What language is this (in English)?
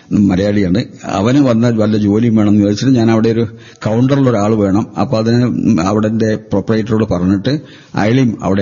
Malayalam